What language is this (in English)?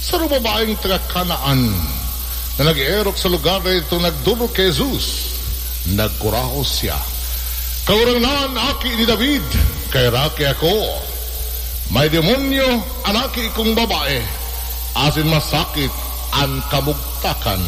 Bikol